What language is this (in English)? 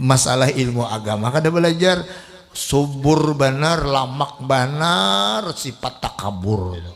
Banjar